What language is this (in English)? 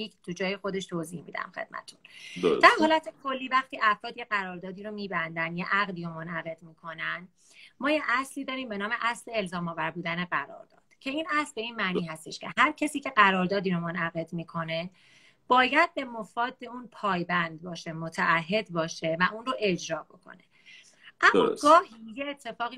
Persian